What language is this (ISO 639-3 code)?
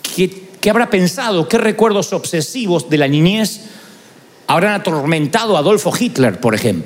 spa